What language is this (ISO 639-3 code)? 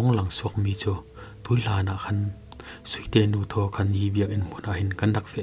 cfm